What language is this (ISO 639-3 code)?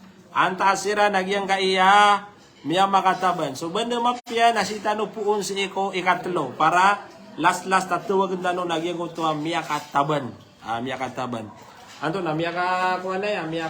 mrw